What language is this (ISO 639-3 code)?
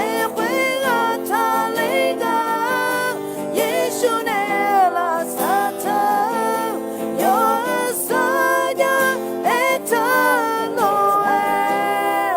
ahk